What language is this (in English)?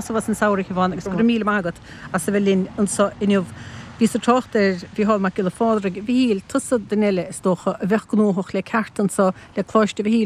Irish